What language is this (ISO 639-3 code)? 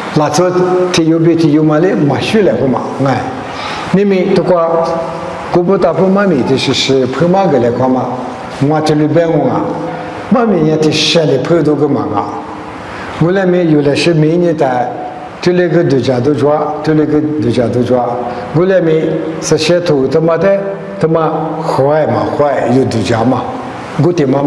lis